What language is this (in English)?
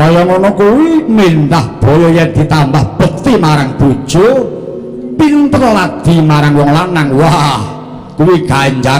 Javanese